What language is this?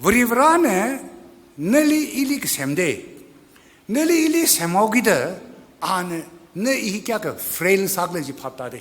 Tangkhul Naga (India)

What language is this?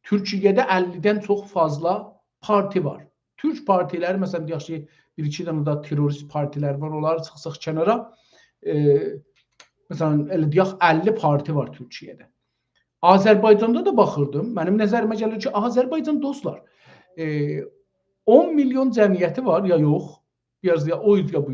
South Azerbaijani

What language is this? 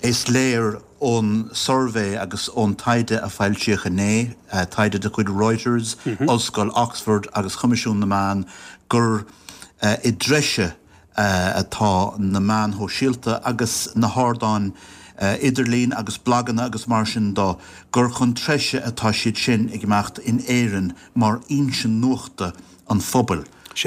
Irish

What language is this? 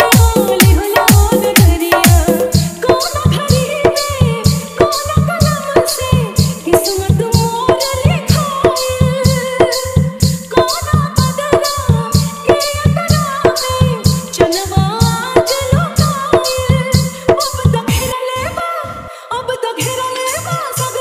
Bhojpuri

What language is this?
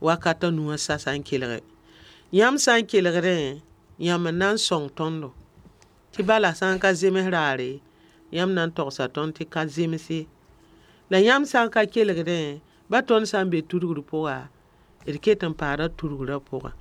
Mossi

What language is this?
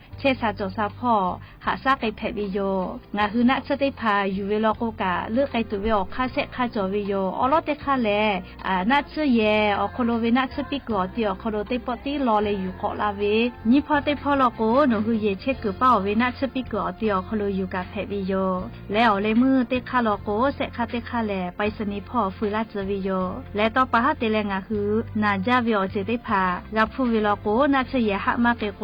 Lahu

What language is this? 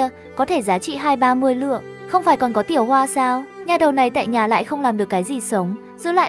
Vietnamese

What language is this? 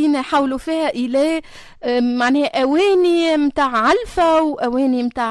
Tunisian Arabic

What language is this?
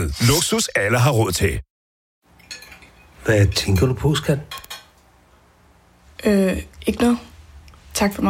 Danish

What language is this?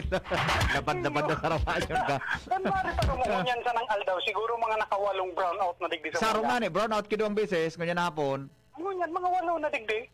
Bikol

